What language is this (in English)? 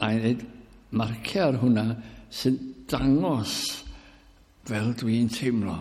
Welsh